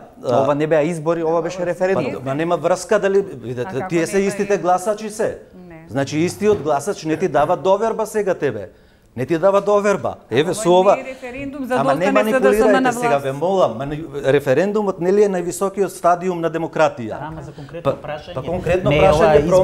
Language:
Macedonian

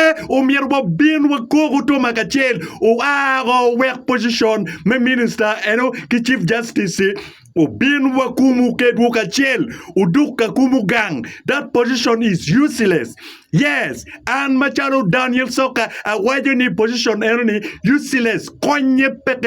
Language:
Acoli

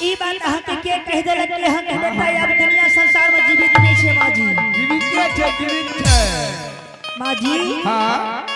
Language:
Angika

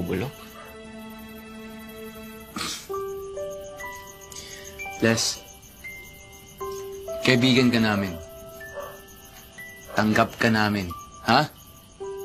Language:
Filipino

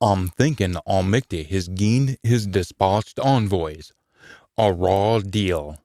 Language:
Scots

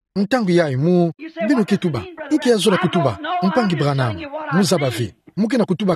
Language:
Kituba (Democratic Republic of Congo)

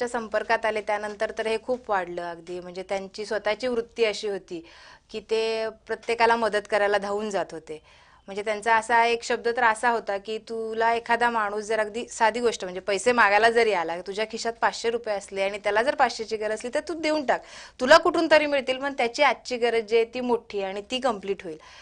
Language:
Marathi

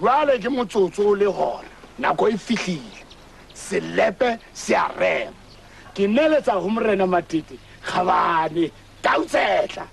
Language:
Southern Sotho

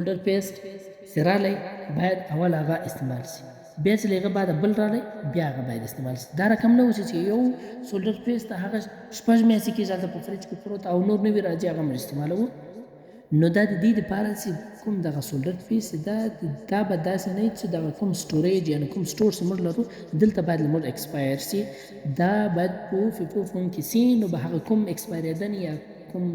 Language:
Pashto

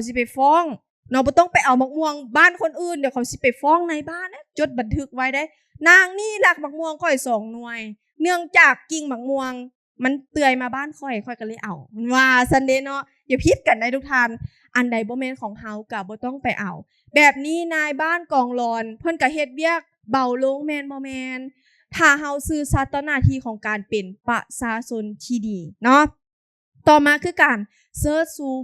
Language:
Lao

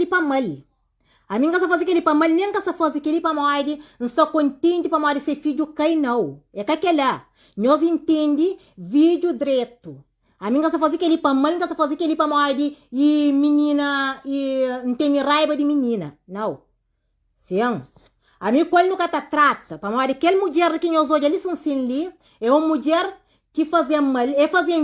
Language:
Kabuverdianu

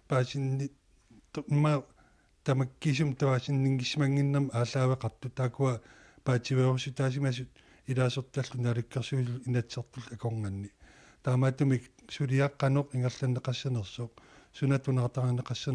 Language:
Kalaallisut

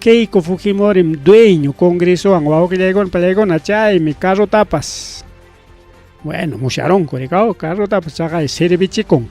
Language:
Ayacucho Quechua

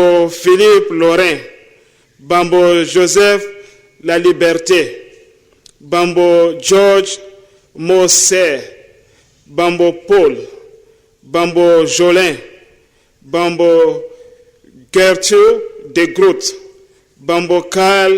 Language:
Nyanja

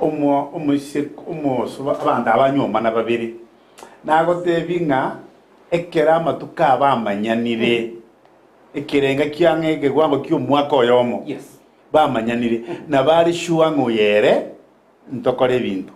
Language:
Gusii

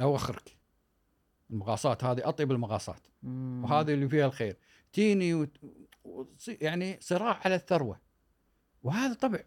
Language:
Gulf Arabic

